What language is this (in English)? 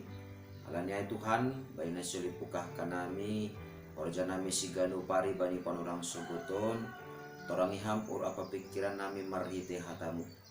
Batak Simalungun